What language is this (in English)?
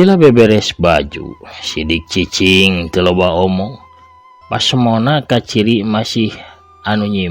Sundanese